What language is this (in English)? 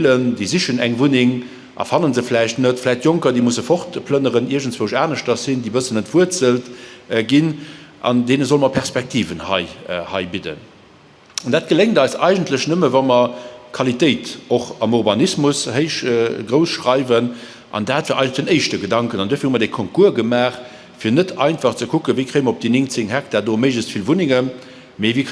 Luxembourgish